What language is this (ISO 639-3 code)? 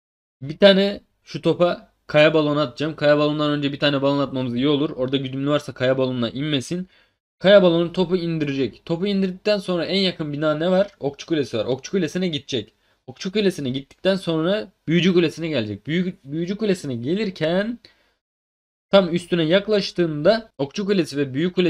tur